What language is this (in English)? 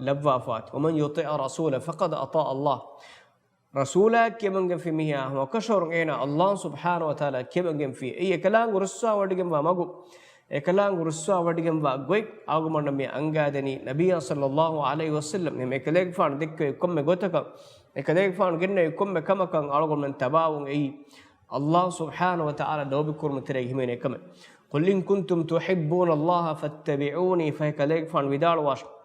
Divehi